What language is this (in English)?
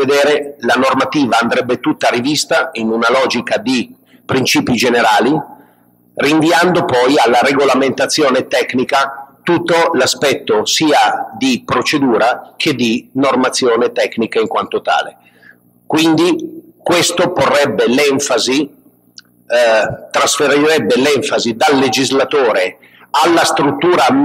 Italian